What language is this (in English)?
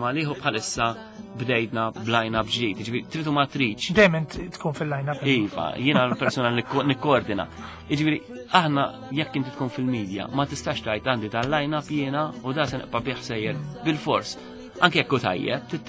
Maltese